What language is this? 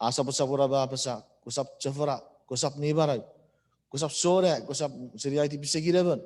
Chuukese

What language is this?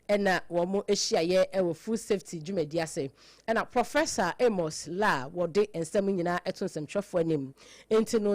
Akan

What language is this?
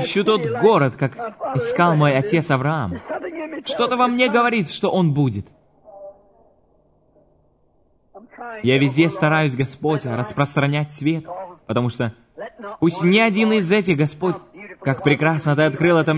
Russian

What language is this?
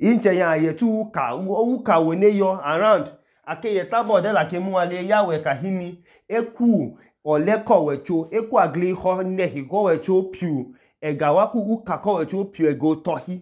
Idoma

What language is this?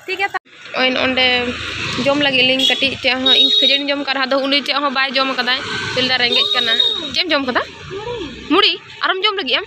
Santali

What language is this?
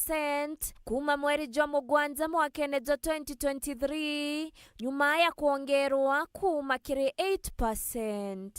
Meru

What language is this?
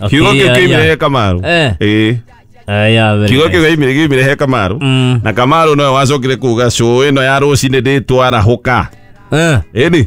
Kikuyu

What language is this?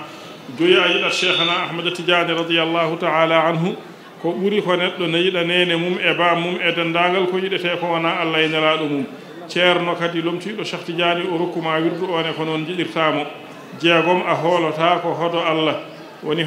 Fula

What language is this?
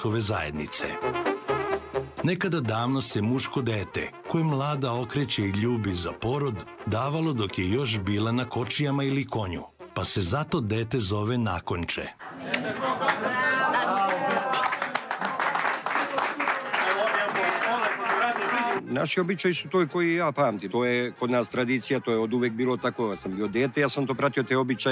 Serbian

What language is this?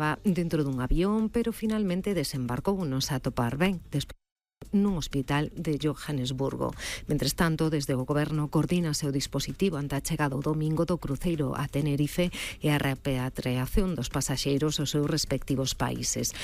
Galician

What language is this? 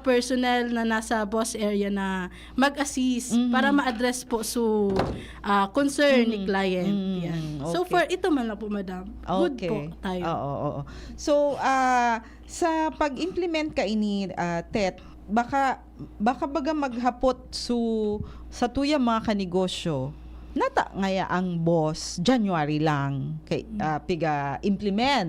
Bikol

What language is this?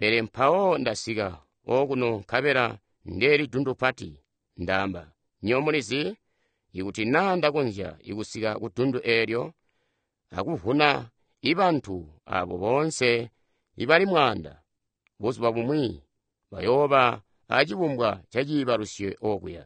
Tonga (Zambia)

